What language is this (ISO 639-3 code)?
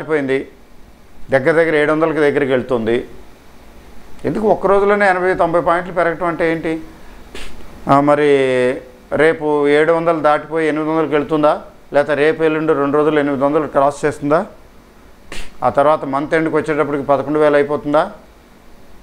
tel